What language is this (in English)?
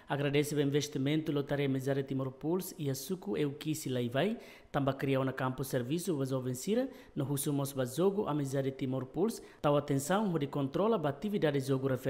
Tetum